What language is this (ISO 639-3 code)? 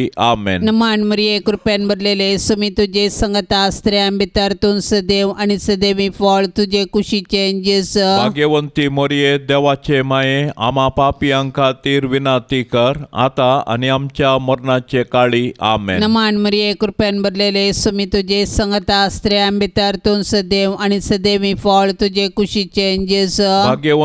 kok